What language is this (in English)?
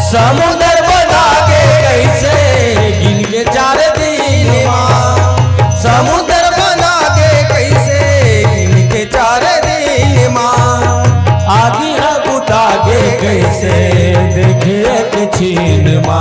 Chhattisgarhi